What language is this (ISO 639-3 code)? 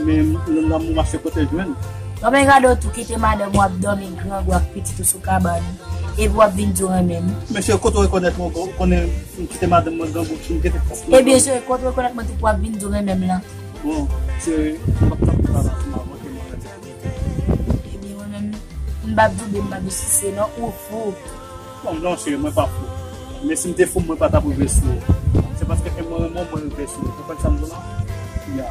hat